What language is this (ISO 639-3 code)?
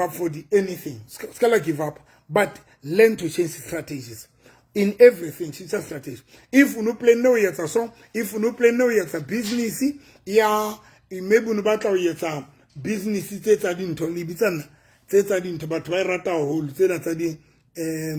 sot